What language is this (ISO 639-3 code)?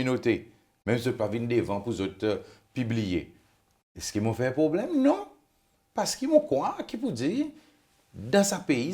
crs